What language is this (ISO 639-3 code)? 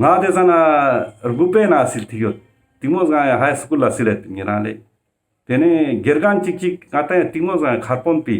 lbj